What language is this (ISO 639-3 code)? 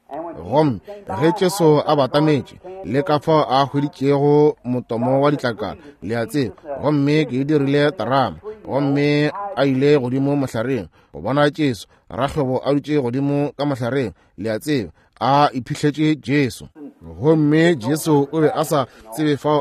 nso